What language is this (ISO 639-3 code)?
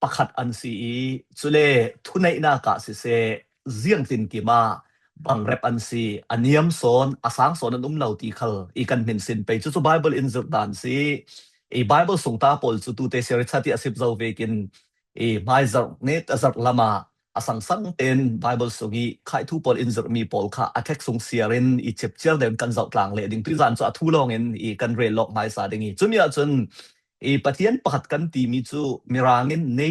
cfm